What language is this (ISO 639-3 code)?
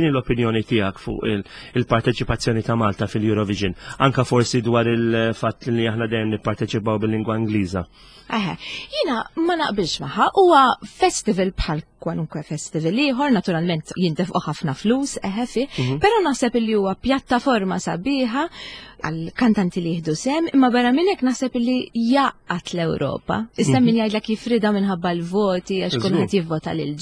mlt